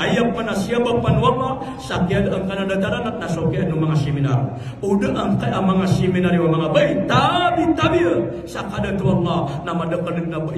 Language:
Maranao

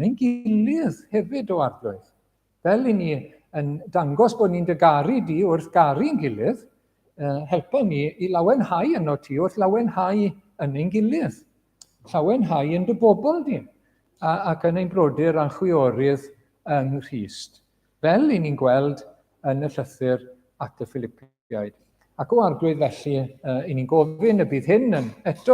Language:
Welsh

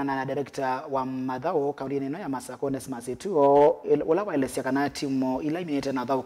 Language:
Kamba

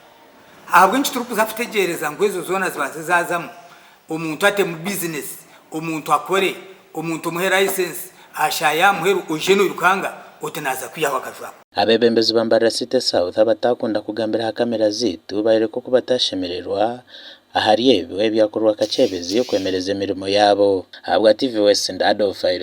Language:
Nyankole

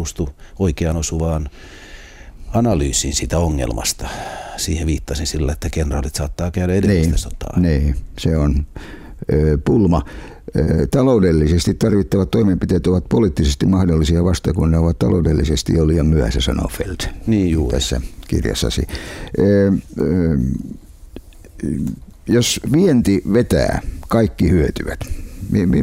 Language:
Finnish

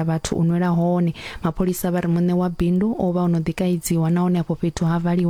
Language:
Venda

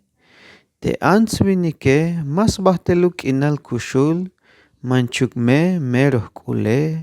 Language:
Tzeltal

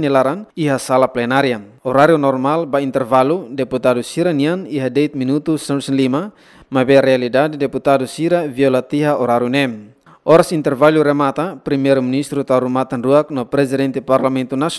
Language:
Tetum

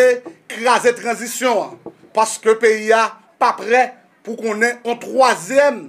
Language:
Haitian Creole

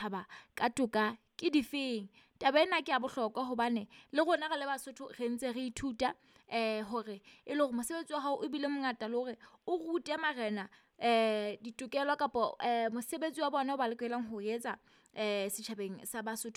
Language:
Southern Sotho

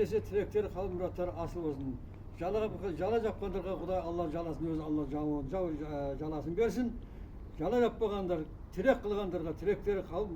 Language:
Kazakh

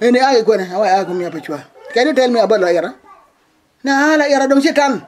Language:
Acoli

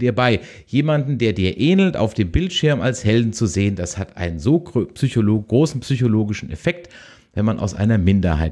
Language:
German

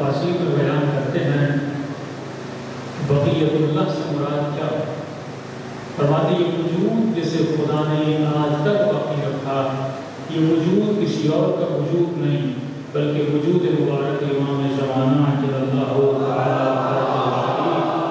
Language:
Urdu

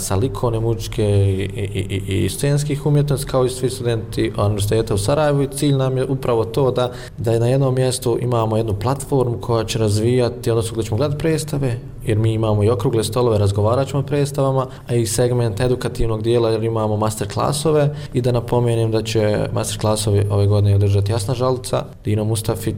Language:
Bosnian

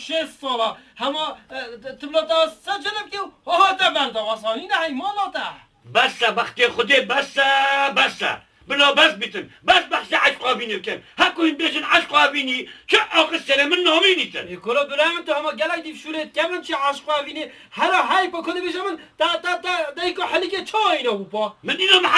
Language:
Kurdish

